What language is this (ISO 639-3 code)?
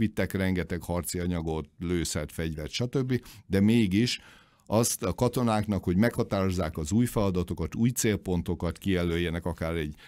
hun